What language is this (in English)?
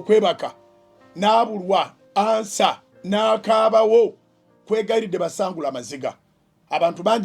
Ganda